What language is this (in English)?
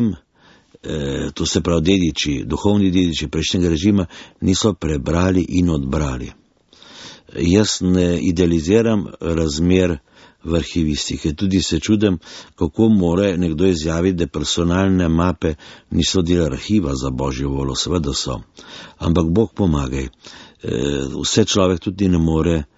Slovenian